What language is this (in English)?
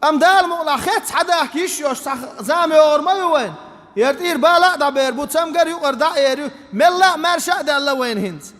Chechen